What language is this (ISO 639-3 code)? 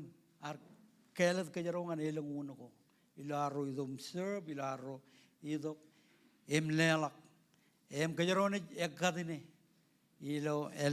mah